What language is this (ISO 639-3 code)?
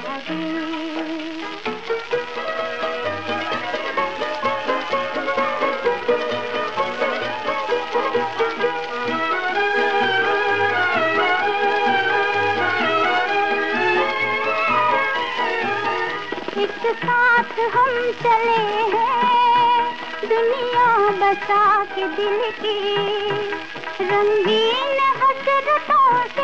hin